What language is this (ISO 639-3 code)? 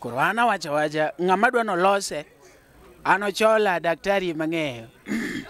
luo